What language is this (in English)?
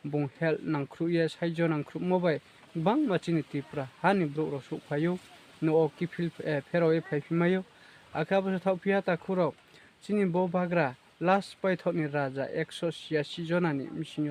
Riang (India)